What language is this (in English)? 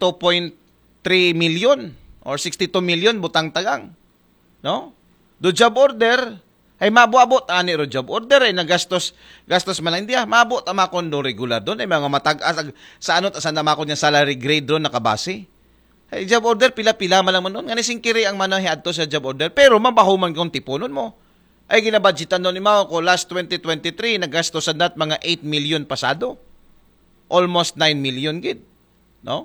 Aklanon